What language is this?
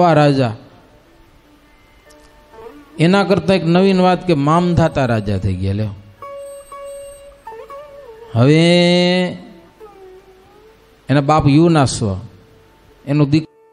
Gujarati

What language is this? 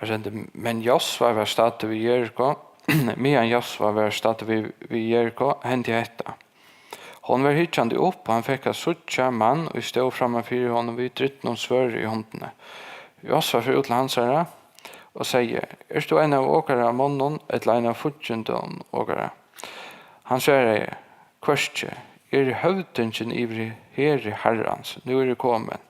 Faroese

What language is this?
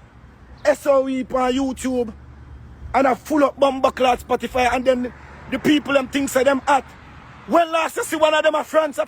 Jamaican Creole English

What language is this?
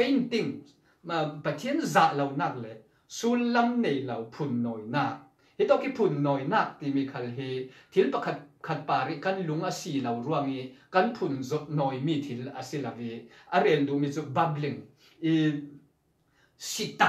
Falam Chin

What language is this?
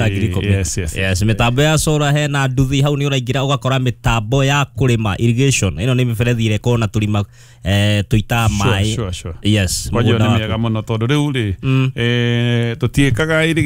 Kikuyu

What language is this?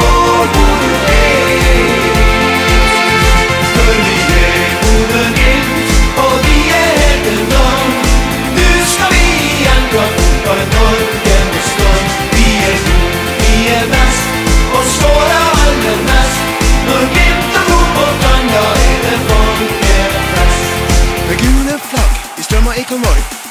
Norwegian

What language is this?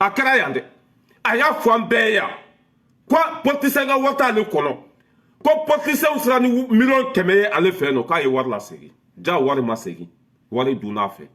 Bambara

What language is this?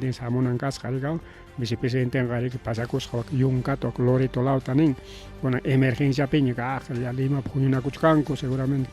Ayacucho Quechua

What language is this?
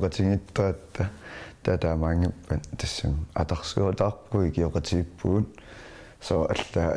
Kalaallisut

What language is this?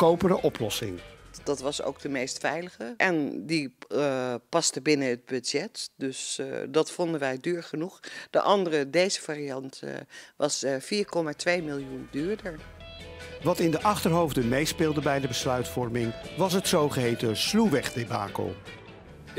Dutch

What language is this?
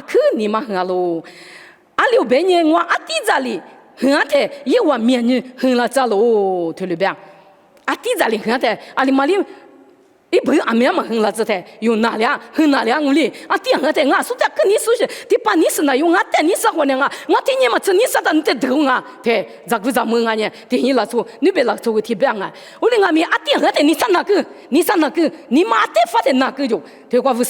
Lisu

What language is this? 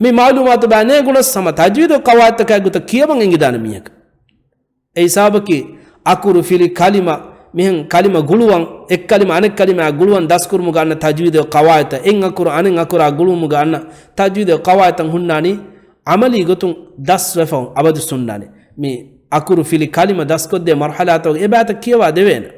Divehi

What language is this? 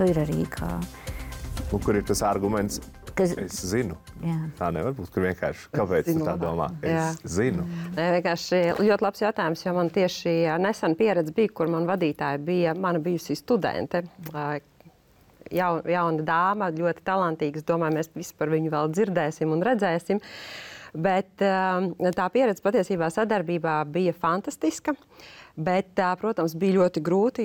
Latvian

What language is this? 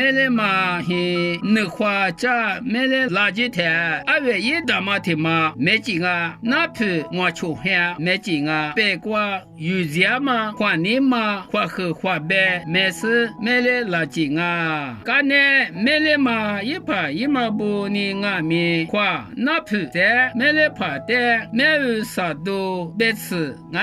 Lisu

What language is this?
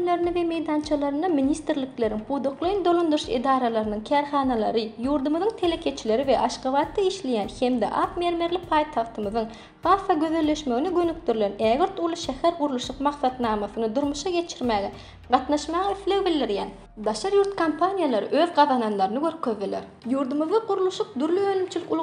Turkmen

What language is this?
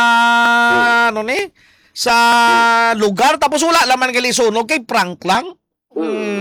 Hiligaynon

